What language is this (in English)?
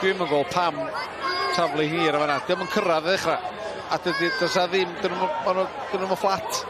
Welsh